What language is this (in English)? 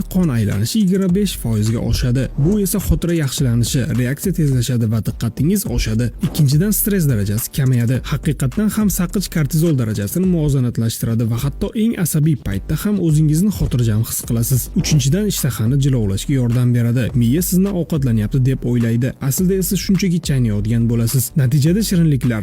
Uzbek